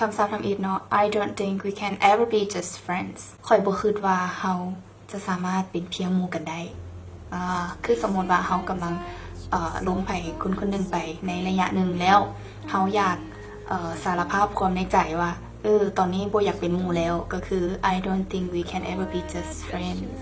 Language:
Lao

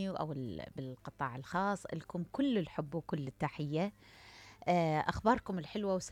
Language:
Mesopotamian Arabic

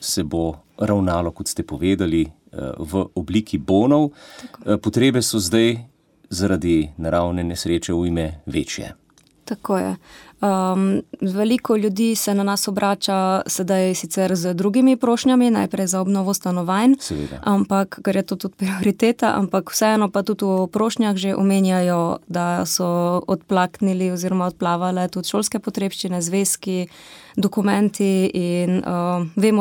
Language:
Slovenian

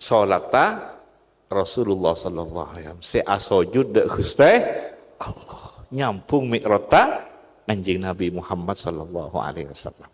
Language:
Madurese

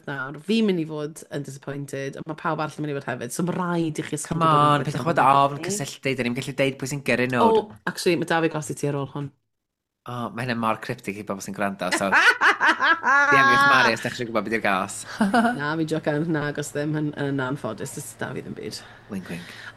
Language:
Welsh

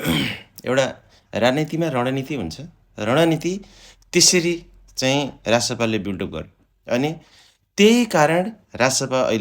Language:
Nepali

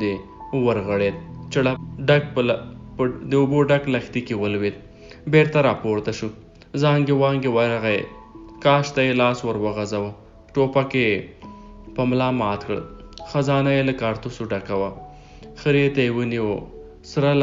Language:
Pashto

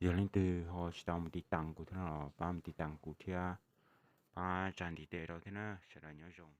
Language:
Hmong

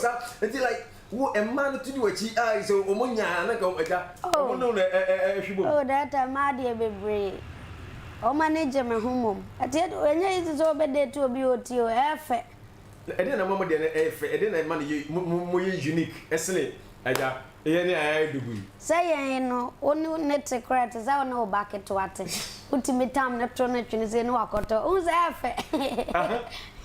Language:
Akan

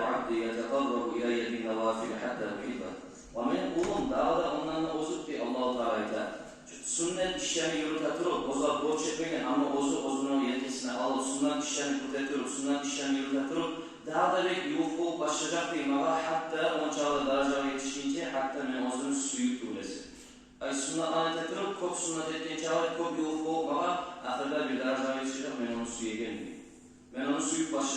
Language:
Kumyk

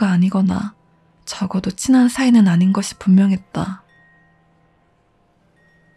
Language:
Korean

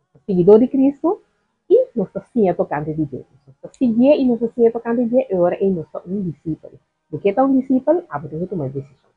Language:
Papiamento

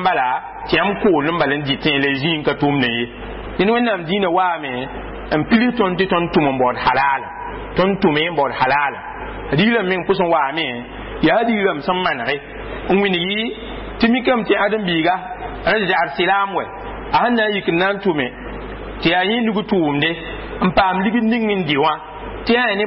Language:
Mossi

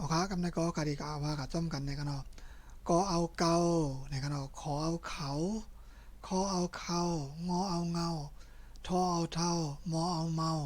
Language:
Shan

